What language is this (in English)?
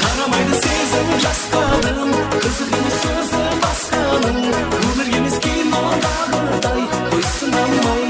Kara-Kalpak